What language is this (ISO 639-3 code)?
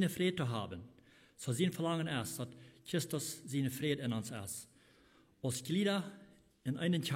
pdt